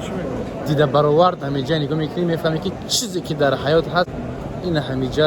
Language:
Tajik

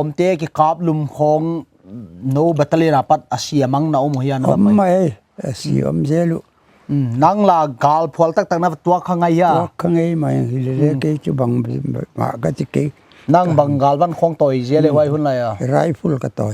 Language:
Paite Chin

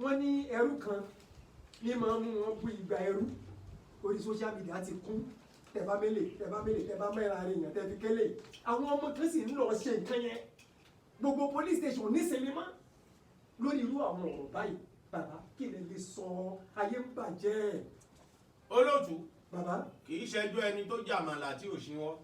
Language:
Yoruba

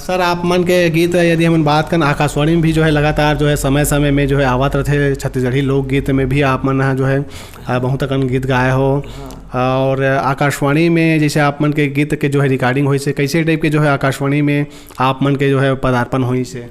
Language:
Chhattisgarhi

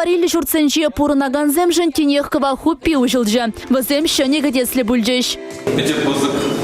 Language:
Chuvash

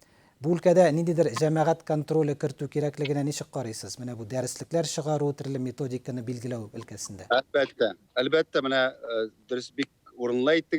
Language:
Tatar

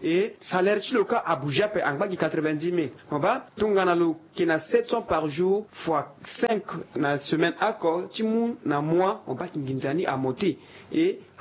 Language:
Sango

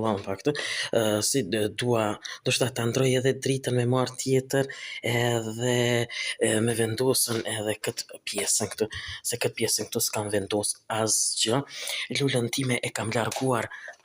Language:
Albanian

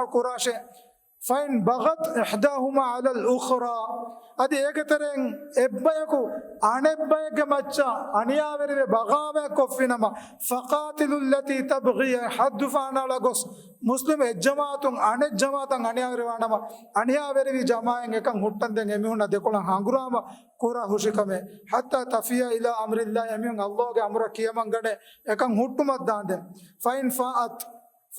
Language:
Divehi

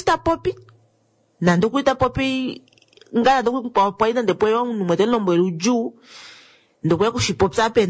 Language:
Kuanyama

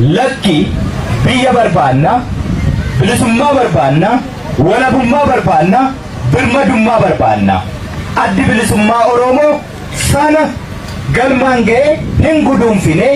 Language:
Oromo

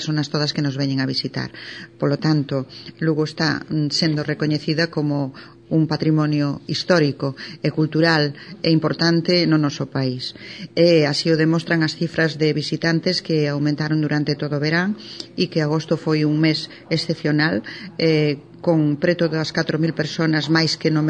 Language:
Galician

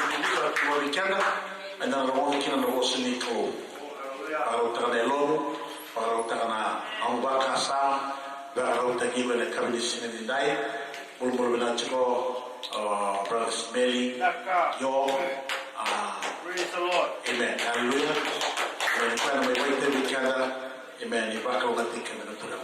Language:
Fijian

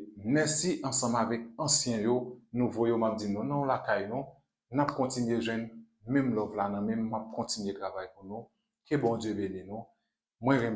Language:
Haitian Creole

